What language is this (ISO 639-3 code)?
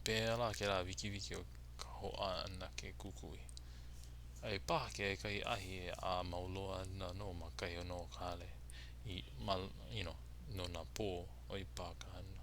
haw